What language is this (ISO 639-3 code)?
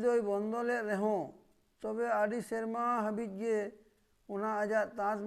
sat